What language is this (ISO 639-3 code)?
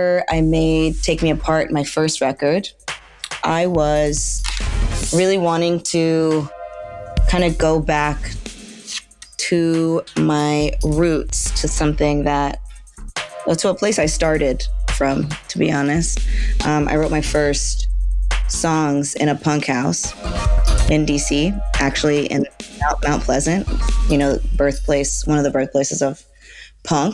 eng